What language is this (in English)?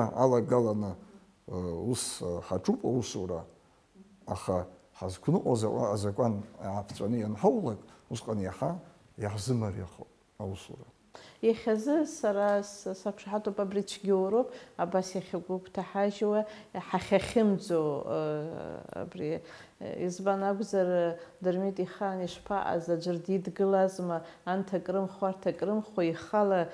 Abkhazian